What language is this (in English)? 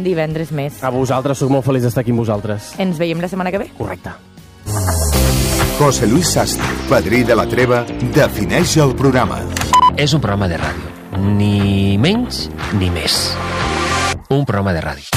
Catalan